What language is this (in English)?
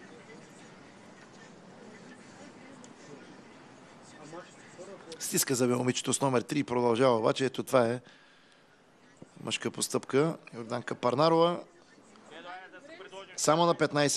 Bulgarian